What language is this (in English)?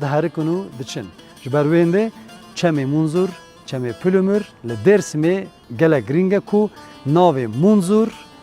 Kurdish